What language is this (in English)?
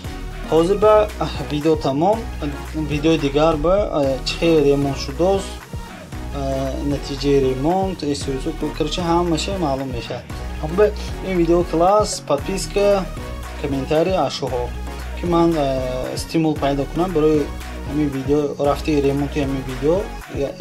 Tajik